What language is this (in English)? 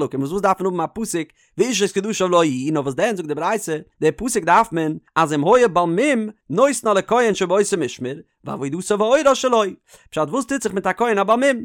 Yiddish